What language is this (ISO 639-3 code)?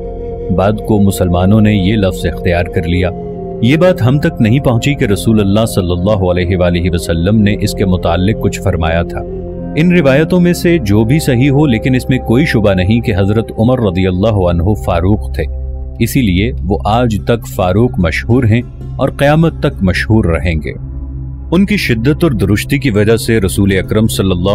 urd